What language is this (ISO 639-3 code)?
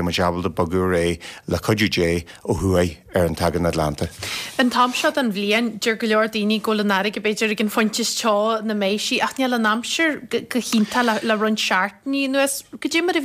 gle